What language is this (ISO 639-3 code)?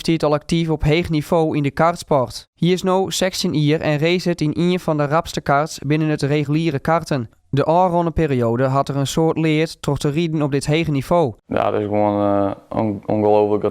fry